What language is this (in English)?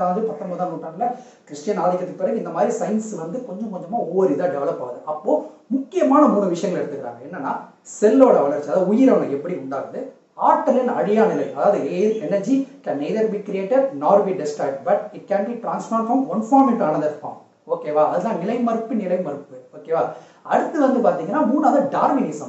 Tamil